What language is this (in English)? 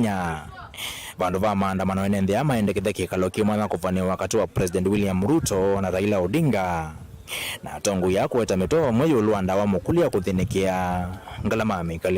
Kamba